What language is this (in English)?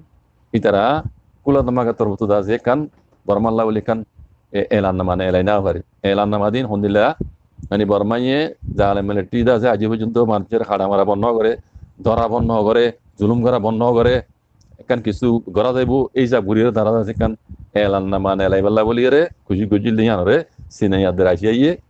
Rohingya